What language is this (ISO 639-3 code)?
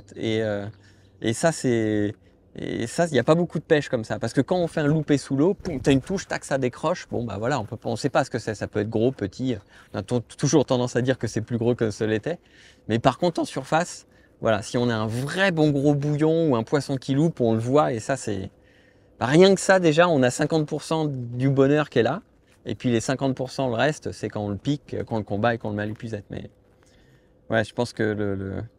fra